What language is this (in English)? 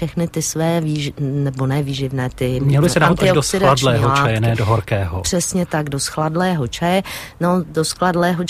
Czech